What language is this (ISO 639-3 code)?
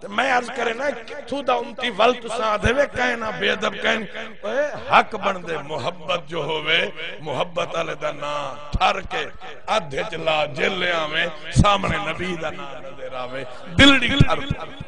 skr